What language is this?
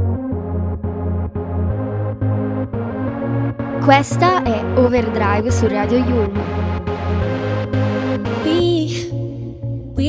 Italian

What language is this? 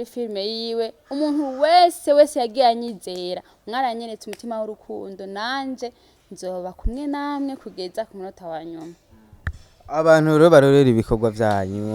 Rundi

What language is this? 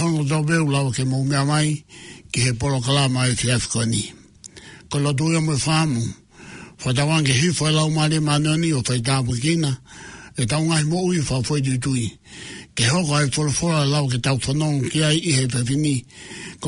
Tongan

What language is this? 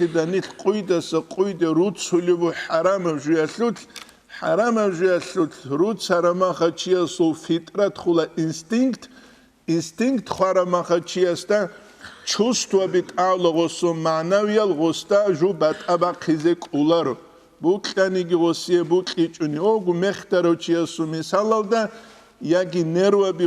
Avaric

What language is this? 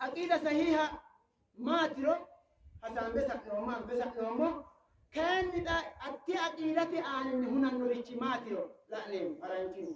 Sidamo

